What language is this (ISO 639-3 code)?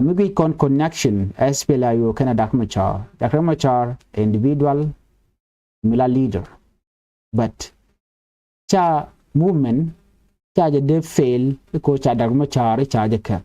nus